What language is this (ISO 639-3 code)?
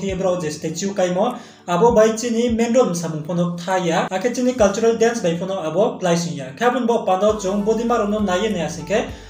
ria